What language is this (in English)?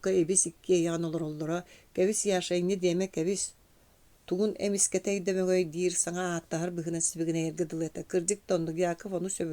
Yakut